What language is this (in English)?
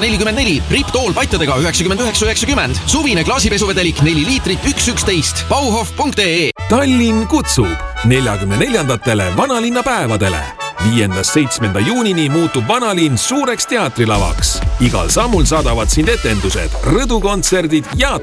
Estonian